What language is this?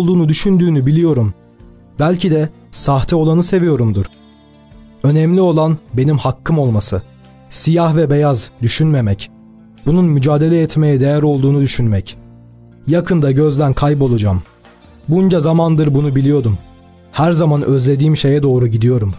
Turkish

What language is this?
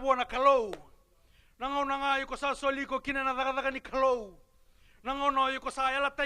Fijian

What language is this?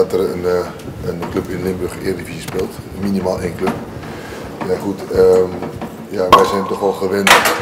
Limburgish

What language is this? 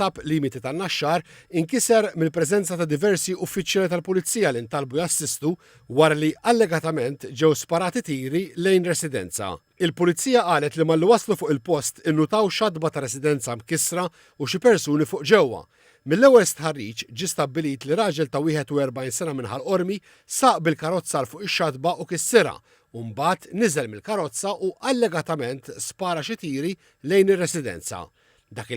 Maltese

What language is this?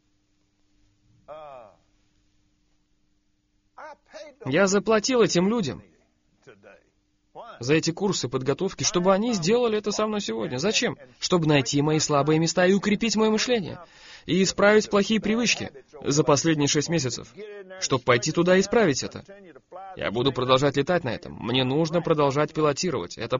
Russian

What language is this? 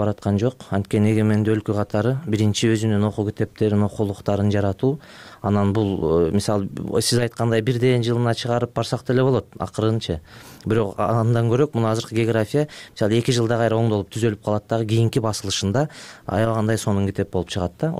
Kyrgyz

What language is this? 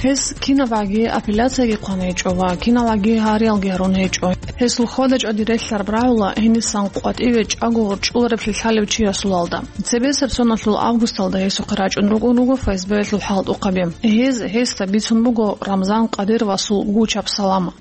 Avaric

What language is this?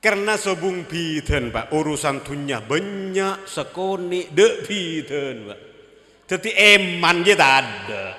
Madurese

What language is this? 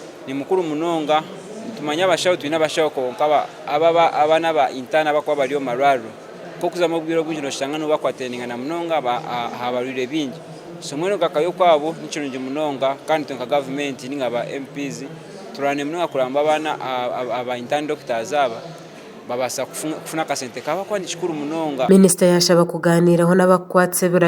Nyankole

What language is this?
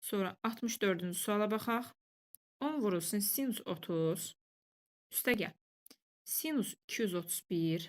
Azerbaijani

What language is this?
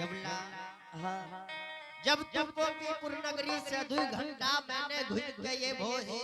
Angika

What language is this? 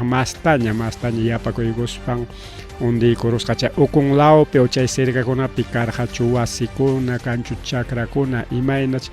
Ayacucho Quechua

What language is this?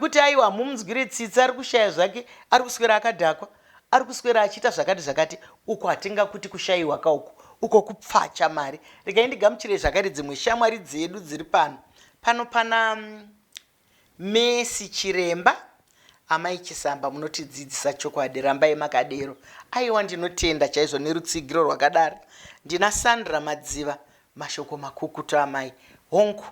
Shona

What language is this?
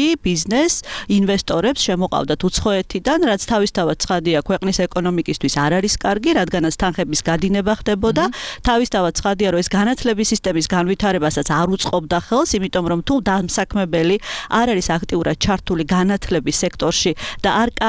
Georgian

